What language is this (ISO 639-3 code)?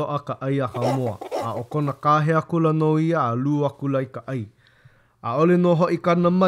haw